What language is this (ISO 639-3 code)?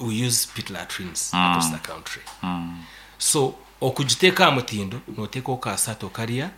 nyn